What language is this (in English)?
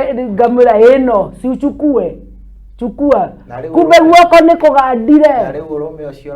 Kikuyu